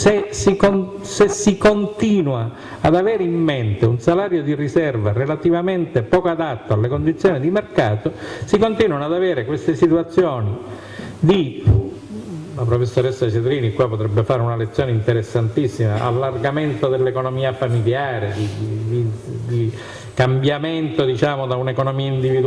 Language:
Italian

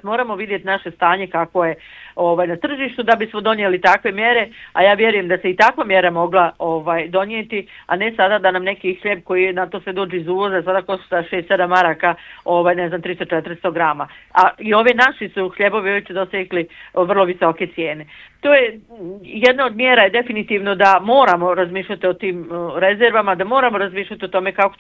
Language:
Bosnian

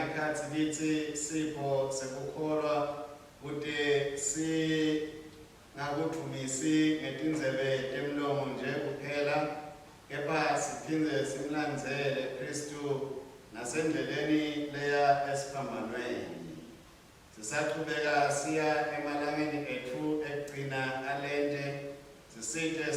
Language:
Swati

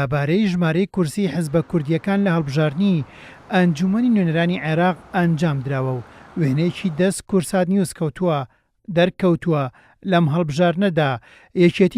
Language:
Central Kurdish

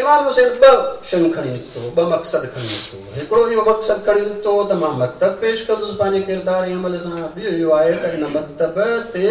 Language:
Sindhi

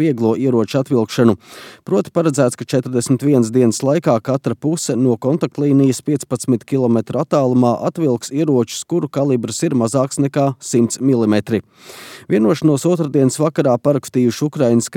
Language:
Latvian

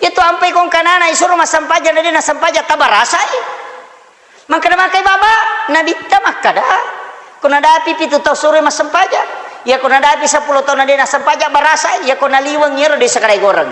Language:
Buginese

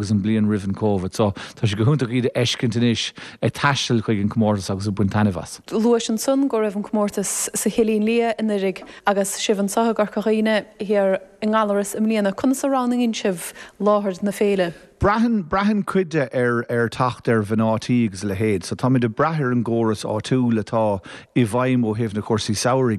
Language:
Irish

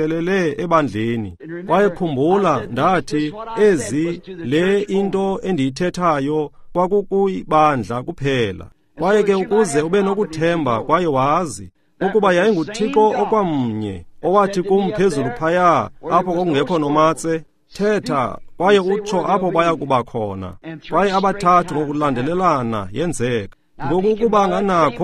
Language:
Xhosa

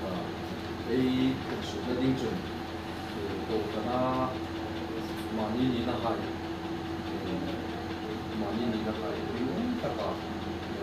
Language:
Vietnamese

